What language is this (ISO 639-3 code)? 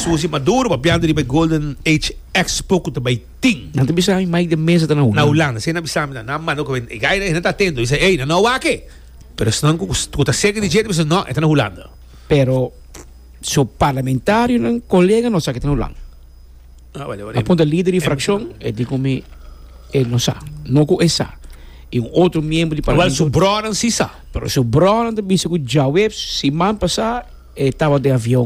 pap